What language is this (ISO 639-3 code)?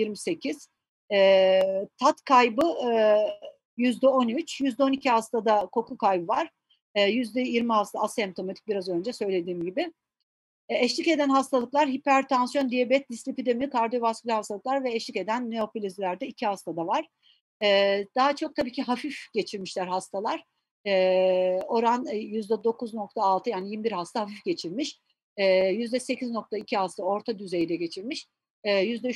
tur